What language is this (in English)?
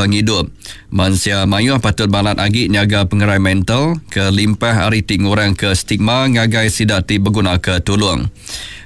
Iban